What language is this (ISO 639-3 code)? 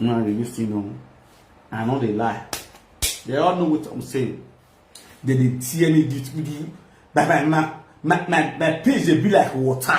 pcm